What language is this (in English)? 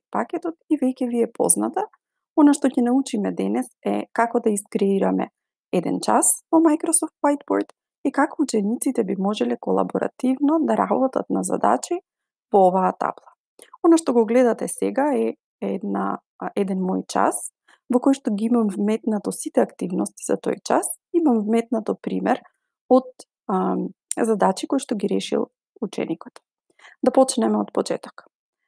Macedonian